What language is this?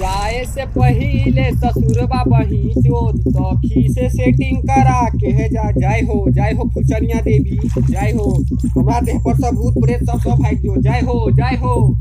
Maithili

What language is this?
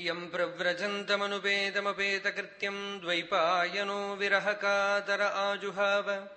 Sanskrit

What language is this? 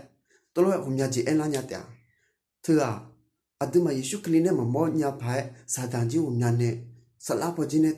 Akha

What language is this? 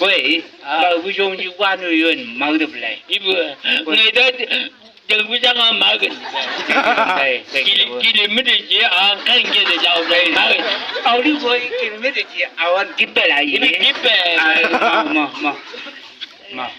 Chang Naga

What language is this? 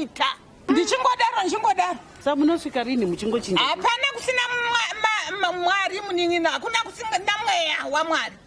Shona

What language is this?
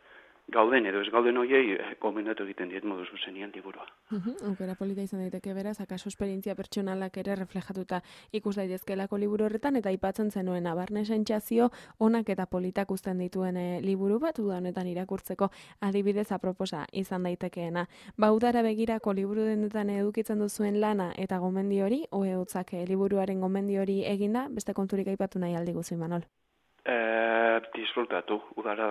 Basque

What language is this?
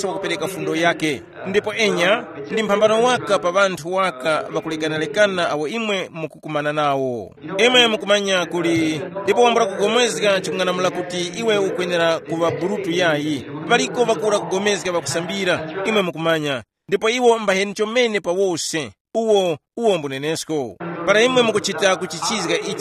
Tumbuka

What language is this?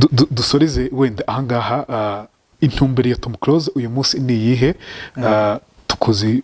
Kinyarwanda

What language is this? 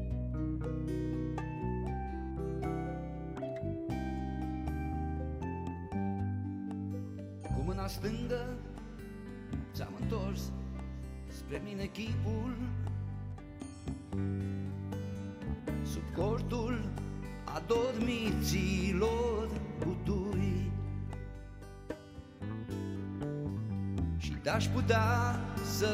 Romanian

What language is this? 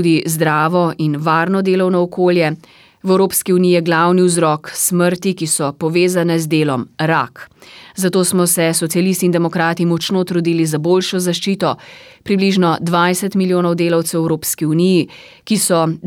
Slovenian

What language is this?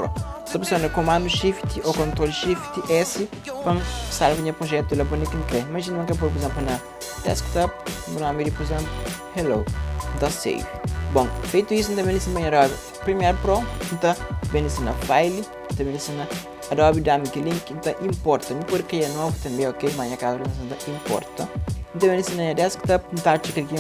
Kabuverdianu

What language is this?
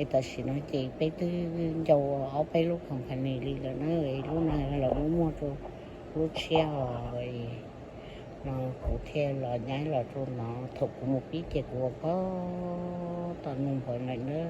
Hmong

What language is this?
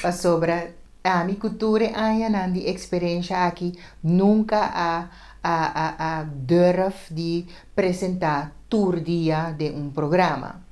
Papiamento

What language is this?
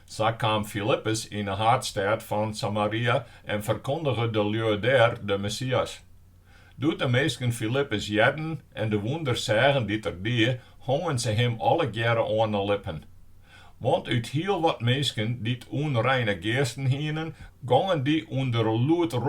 Western Frisian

